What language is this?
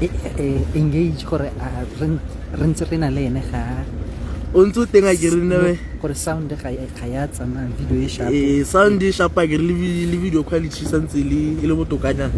Tswana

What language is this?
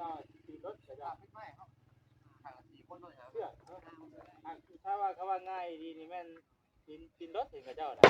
Northeastern Thai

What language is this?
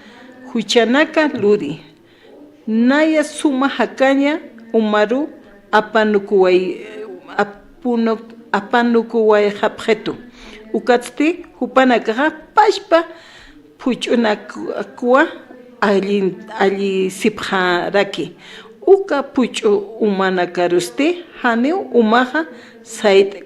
Aymara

